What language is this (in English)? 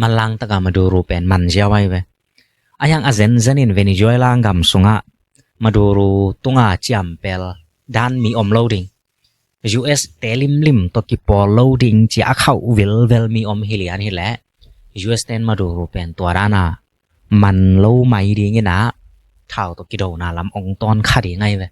Tedim Chin